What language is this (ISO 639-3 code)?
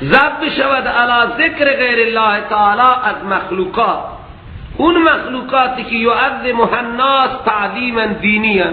fas